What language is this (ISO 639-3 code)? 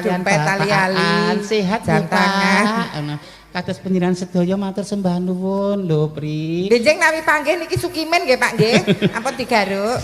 jav